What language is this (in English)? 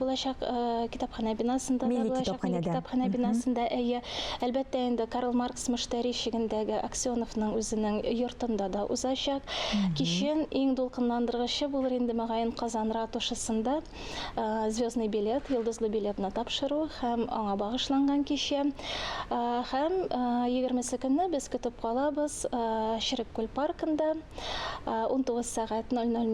Tatar